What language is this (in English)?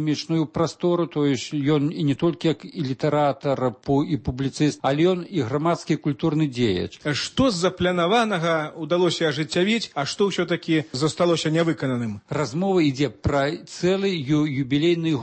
Belarusian